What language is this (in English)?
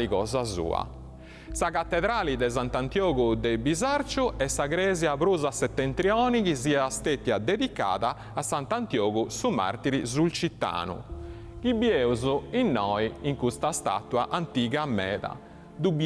Sardinian